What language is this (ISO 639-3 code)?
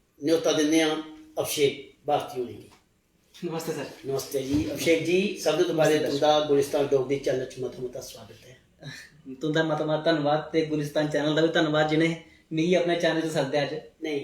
doi